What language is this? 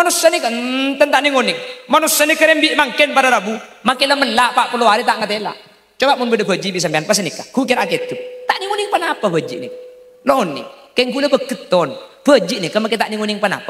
Madurese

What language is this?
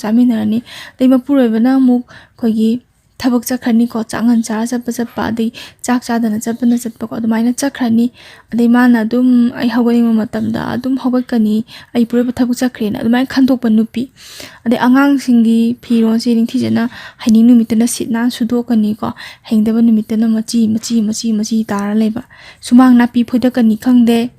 Manipuri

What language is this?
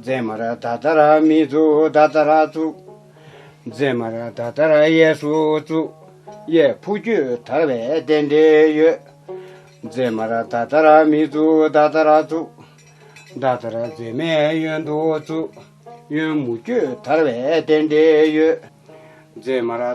Tibetan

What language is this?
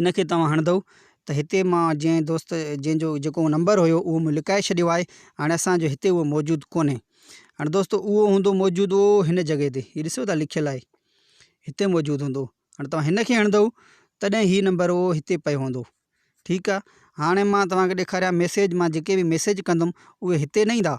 Sindhi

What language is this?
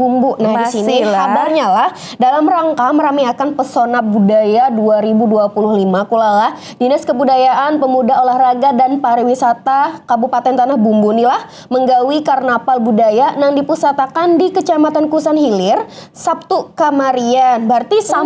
Banjar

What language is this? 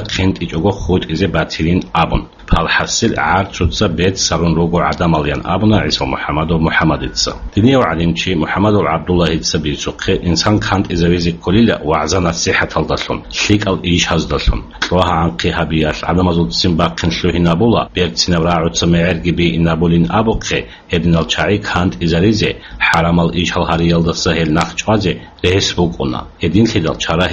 Avaric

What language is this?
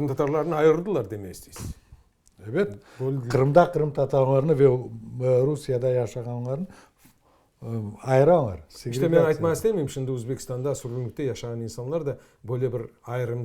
Crimean Tatar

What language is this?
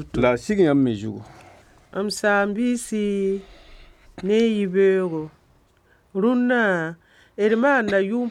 Mossi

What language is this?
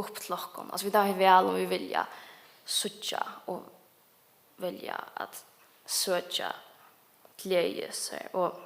Faroese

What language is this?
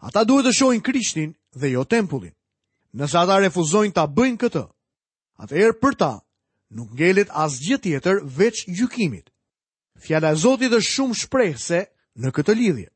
Albanian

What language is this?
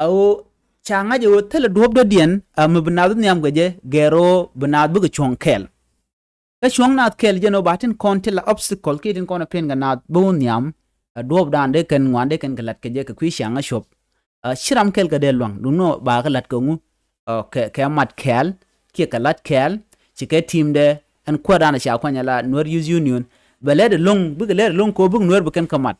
Nuer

